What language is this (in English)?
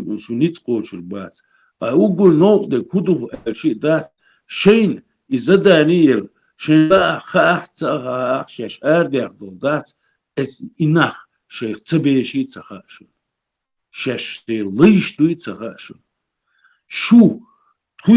Chechen